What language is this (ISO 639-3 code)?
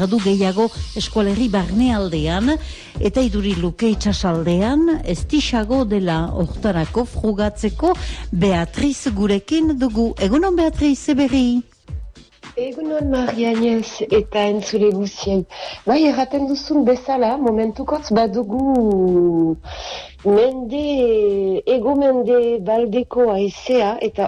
eus